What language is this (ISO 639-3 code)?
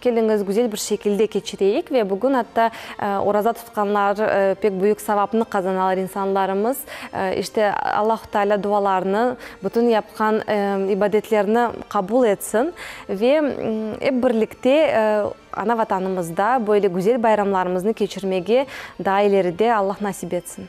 crh